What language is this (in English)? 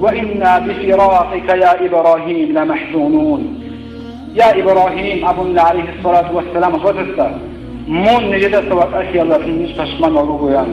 Avaric